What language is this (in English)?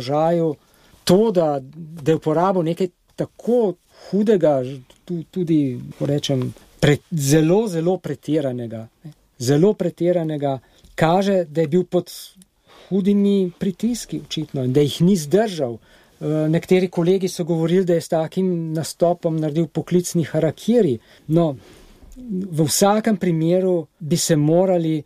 Slovenian